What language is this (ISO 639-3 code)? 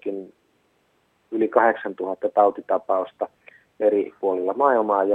fin